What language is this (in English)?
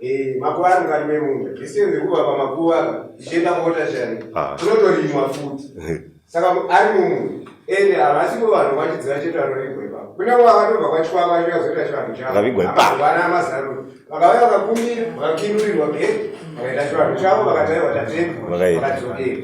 Shona